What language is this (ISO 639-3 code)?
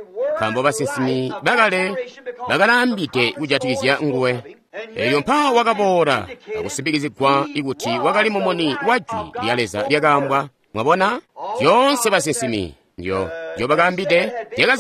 toi